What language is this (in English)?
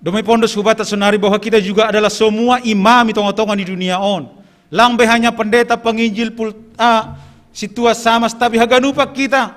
Batak Simalungun